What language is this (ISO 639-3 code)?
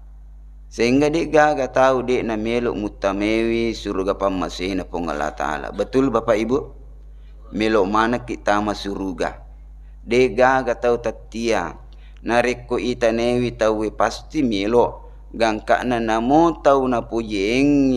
bug